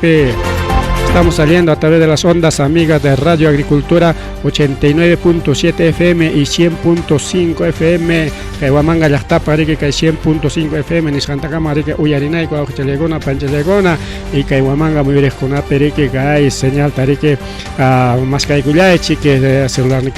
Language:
Ayacucho Quechua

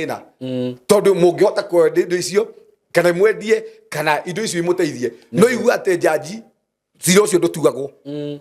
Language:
Kikuyu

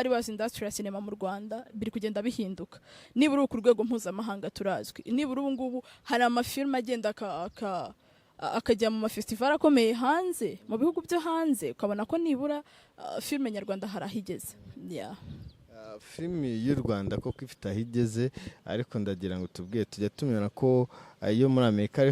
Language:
Kinyarwanda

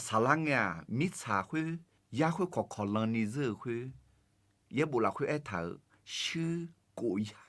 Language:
Akha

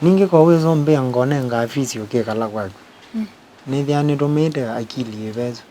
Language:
Kamba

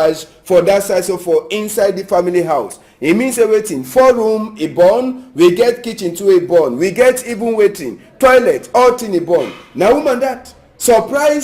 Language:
Cameroon Pidgin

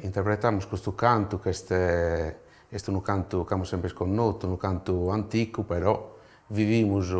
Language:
Sardinian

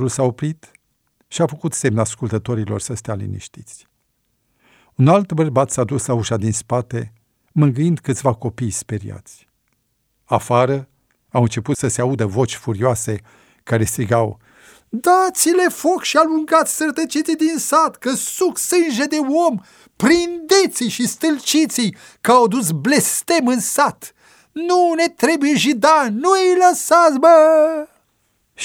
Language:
Romanian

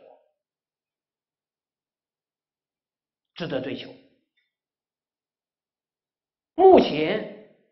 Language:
Chinese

